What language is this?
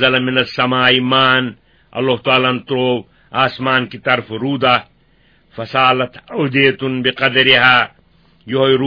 Kashmiri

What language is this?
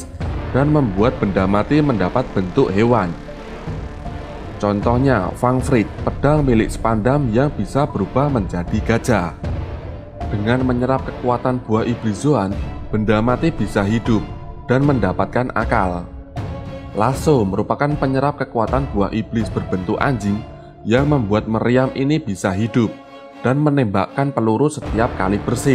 Indonesian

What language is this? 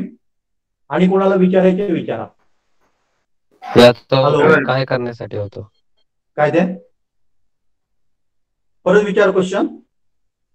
Marathi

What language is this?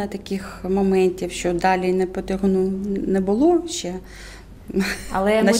Ukrainian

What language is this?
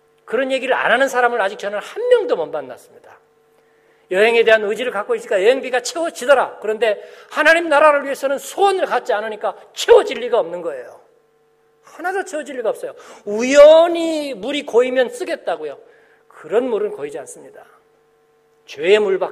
Korean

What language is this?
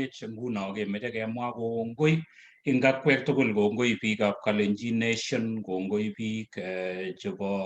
Kalenjin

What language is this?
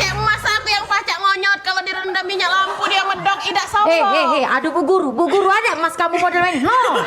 Musi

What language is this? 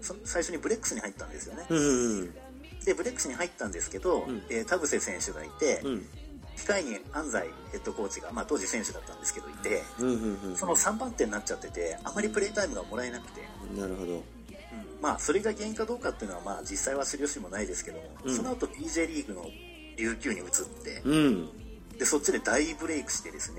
Japanese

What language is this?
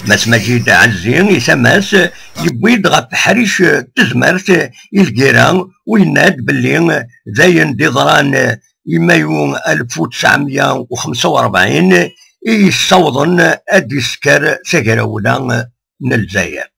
Kabyle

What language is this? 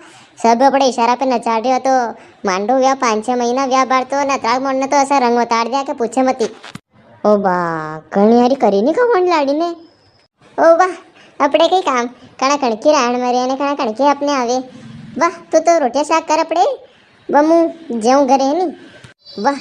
Rajasthani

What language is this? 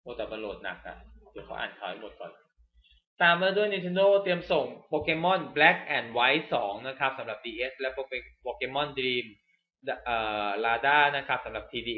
Thai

